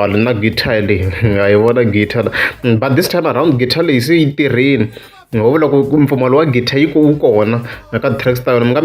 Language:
Tsonga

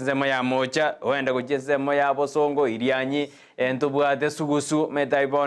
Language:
Gusii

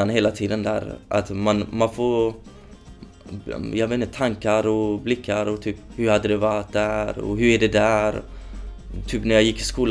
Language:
Swedish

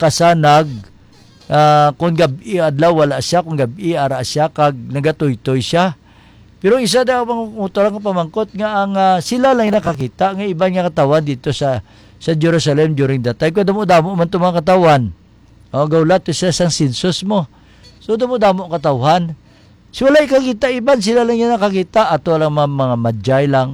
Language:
Hiligaynon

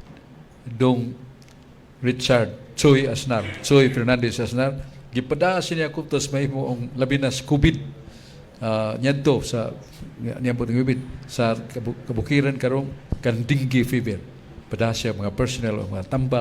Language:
Cebuano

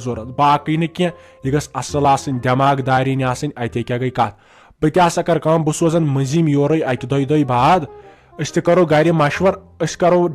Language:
Kashmiri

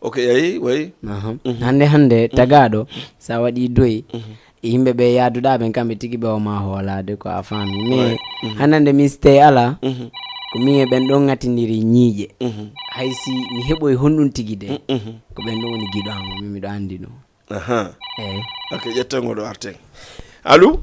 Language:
Fula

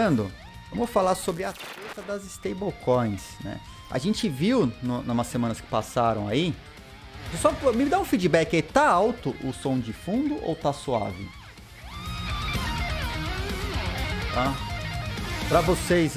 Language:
Portuguese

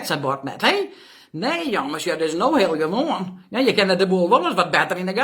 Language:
Western Frisian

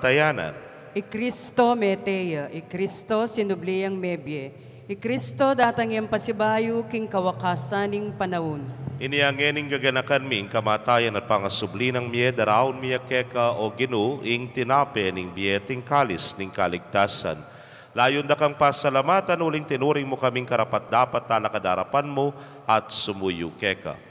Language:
Pampanga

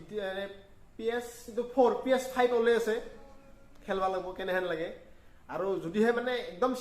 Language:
Assamese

